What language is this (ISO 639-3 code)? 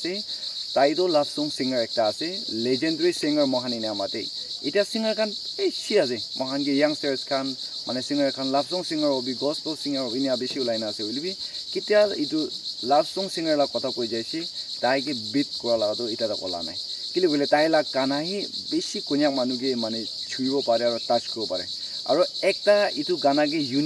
nag